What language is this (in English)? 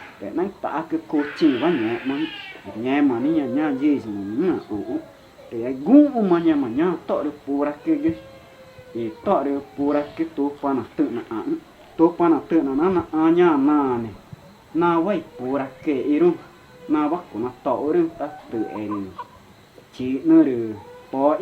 Ticuna